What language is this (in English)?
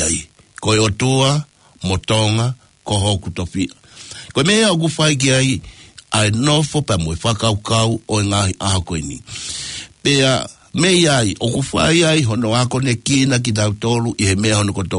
Tongan